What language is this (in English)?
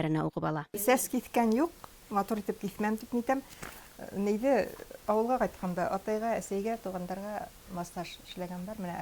Bashkir